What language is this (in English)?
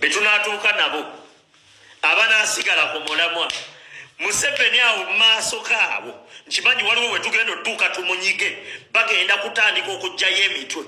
Ganda